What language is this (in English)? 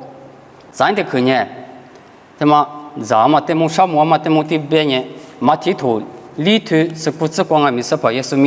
Lisu